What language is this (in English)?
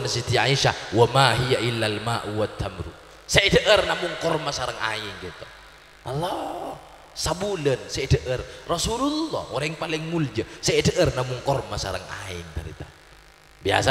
Madurese